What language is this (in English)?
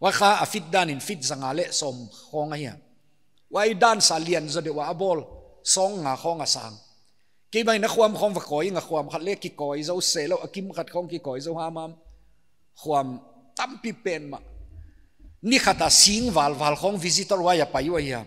Paite Chin